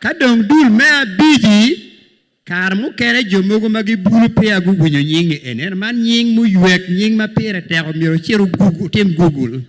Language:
Acoli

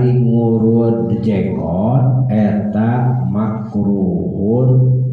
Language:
Sundanese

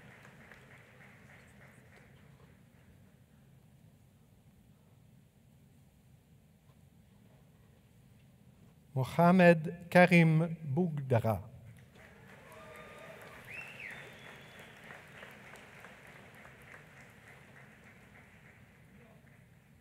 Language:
French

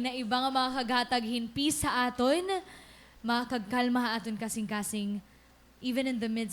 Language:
Waray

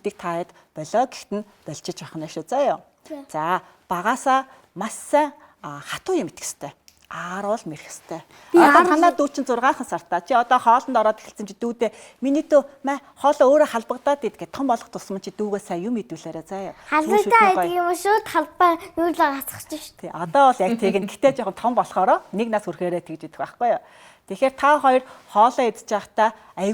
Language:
Mongolian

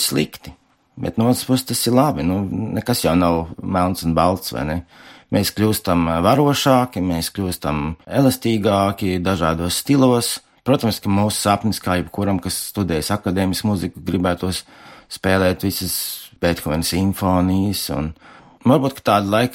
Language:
Latvian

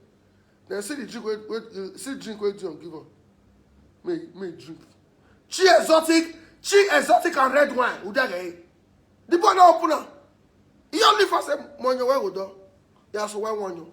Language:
Nigerian Pidgin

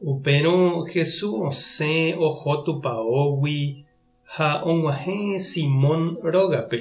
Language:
Guarani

